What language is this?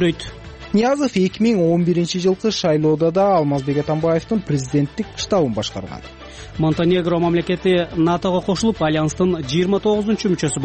Kyrgyz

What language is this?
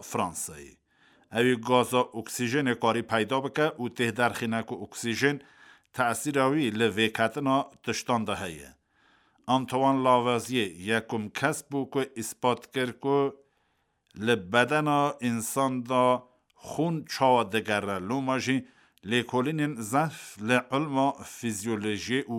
Kurdish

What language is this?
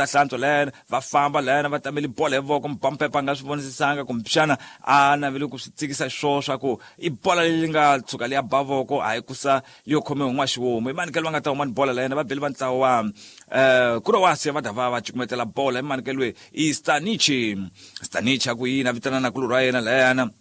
Tsonga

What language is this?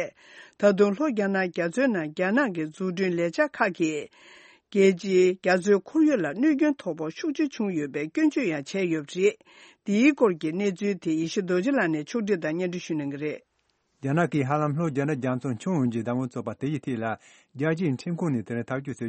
Tibetan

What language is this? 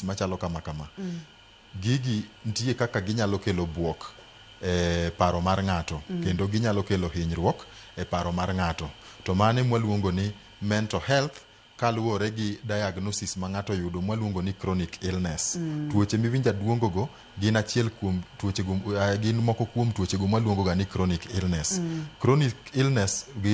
Luo (Kenya and Tanzania)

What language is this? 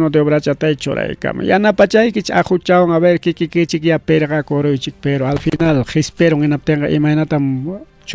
Ayacucho Quechua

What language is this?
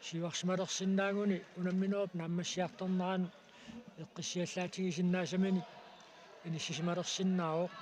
Kalaallisut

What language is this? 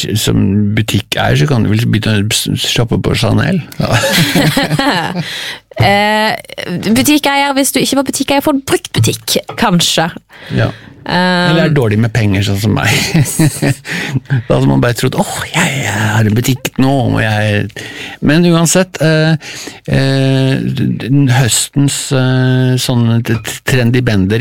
Norwegian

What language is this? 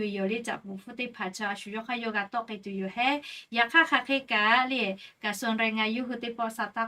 Lahu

